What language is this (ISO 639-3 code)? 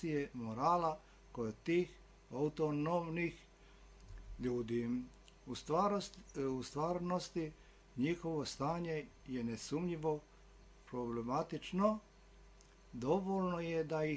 srp